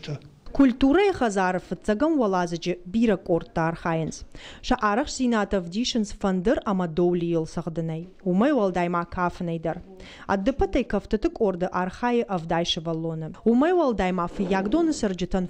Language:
Ossetic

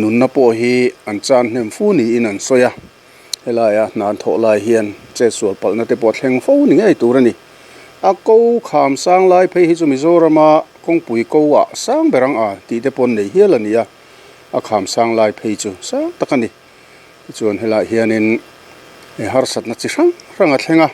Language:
Mizo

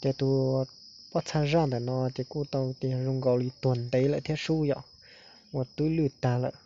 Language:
Hmong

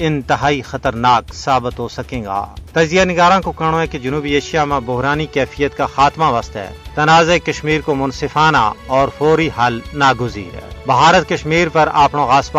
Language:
Gujari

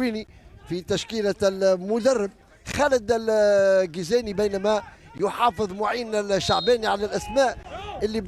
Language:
Tunisian Arabic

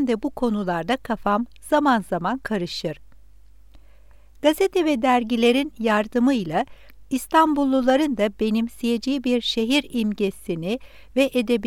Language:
Turkish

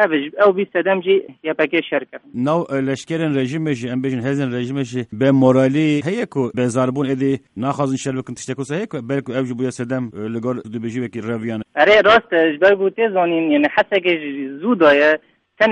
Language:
Kurdish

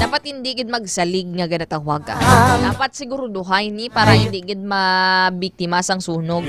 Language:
Hiligaynon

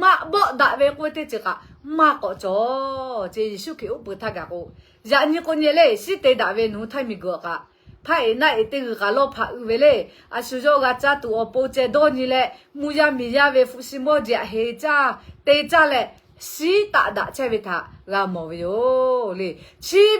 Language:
Lahu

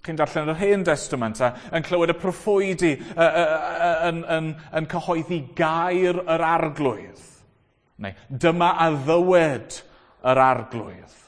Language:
Welsh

